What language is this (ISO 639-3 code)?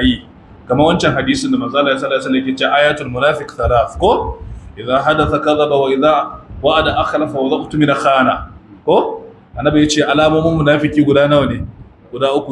hau